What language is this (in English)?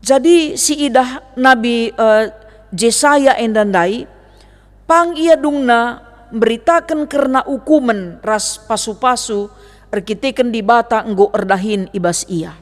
Batak Karo